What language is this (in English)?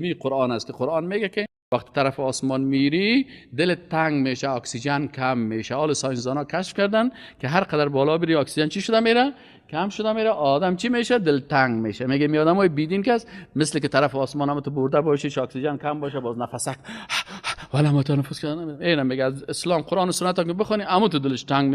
Persian